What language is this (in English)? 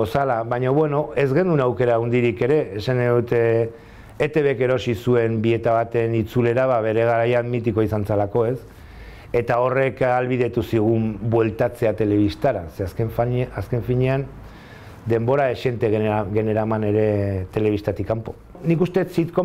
Basque